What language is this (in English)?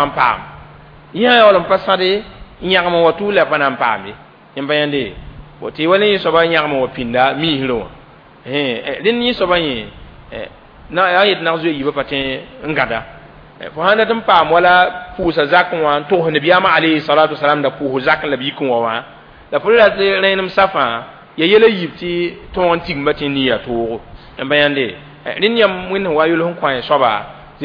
Mossi